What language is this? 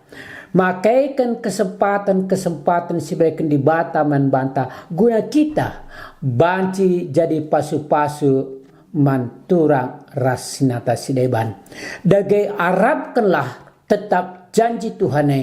Batak Karo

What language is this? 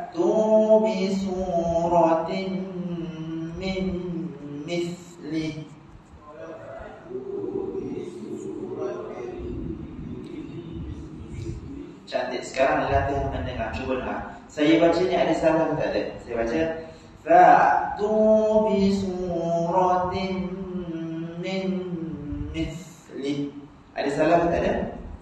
Malay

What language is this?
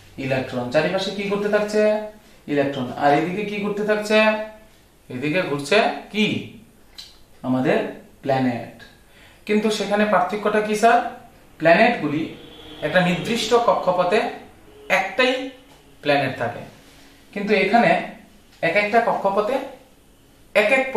Bangla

